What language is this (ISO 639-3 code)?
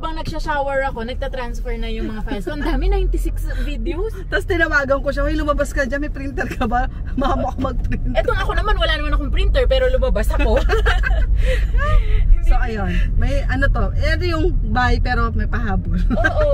fil